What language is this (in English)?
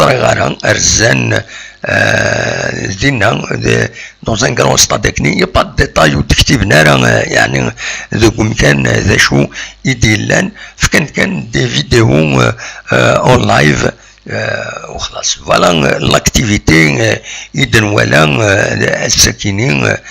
Kabyle